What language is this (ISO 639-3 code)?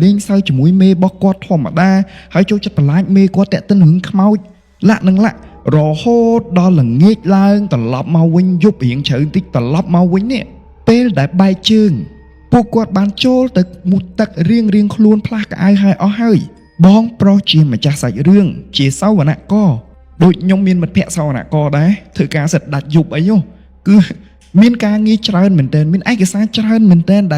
khm